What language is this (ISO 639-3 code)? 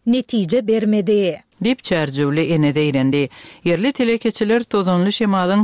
tuk